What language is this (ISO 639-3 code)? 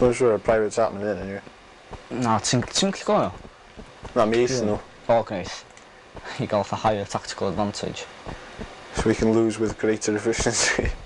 cym